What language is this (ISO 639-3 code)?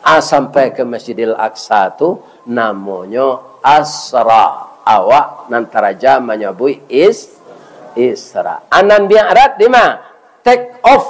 min